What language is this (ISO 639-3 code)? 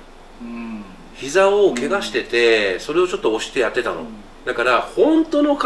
jpn